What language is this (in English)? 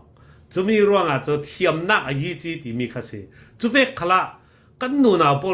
Falam Chin